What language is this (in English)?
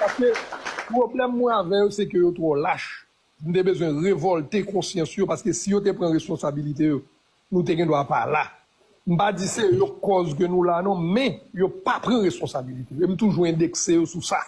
Haitian Creole